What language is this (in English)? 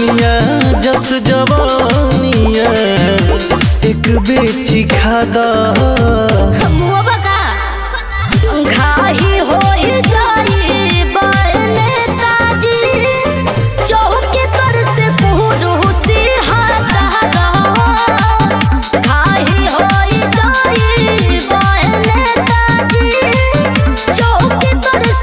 Bhojpuri